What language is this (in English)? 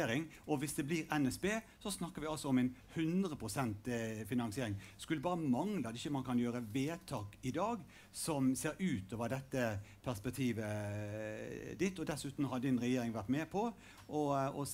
Norwegian